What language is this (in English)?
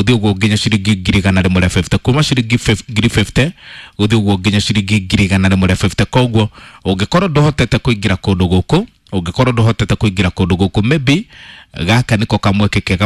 Kikuyu